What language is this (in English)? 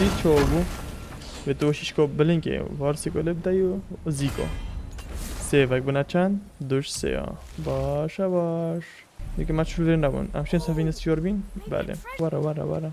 Kurdish